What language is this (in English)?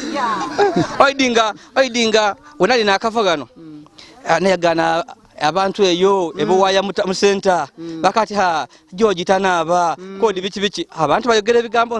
Ganda